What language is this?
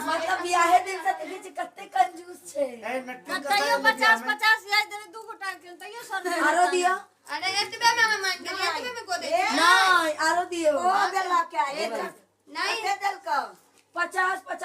Maithili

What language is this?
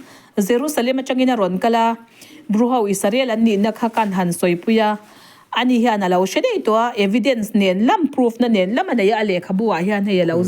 Riang (India)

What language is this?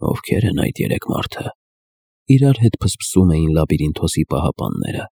Armenian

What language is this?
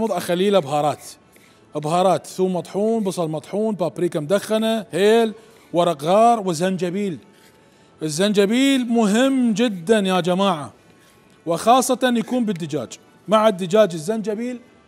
Mesopotamian Arabic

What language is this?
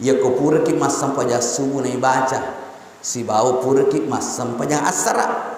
Buginese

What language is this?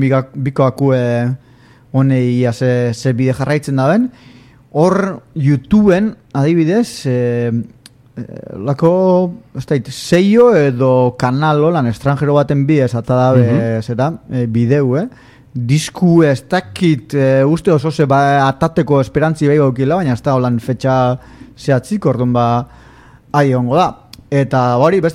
Basque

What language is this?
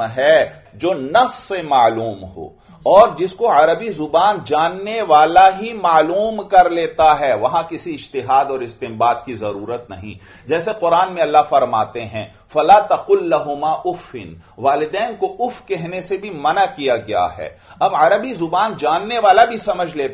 Urdu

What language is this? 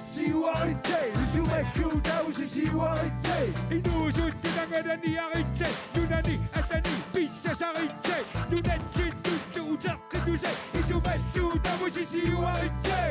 Kalaallisut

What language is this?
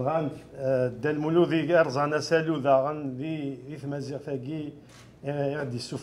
Kabyle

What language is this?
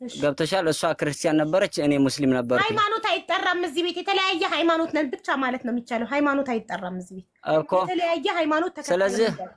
Amharic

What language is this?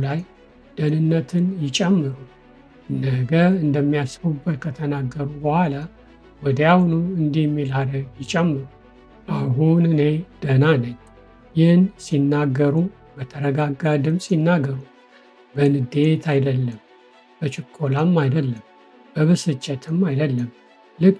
Amharic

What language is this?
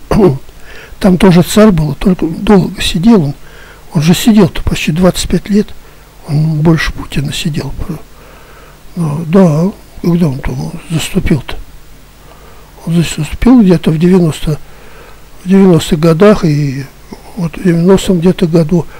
Russian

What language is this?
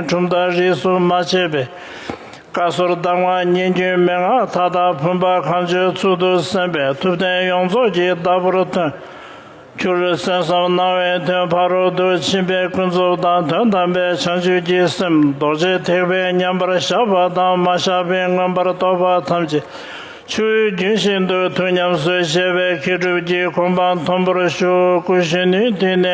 Tibetan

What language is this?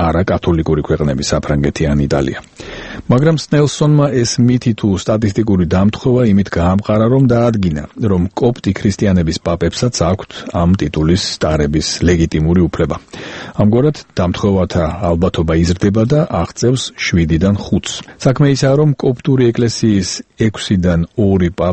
Georgian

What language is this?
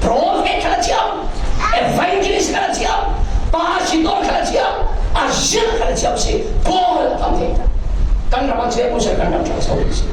Falam Chin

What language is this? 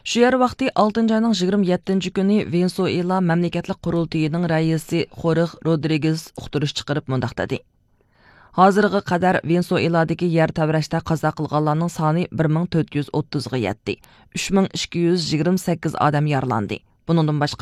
Uyghur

